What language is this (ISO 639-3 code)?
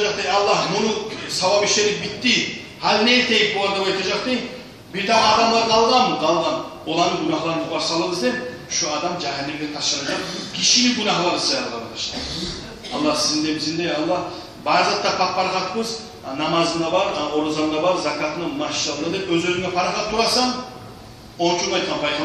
kum